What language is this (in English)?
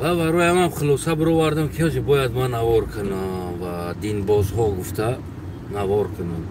Tajik